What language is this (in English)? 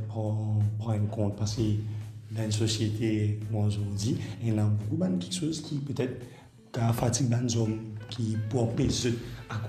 Morisyen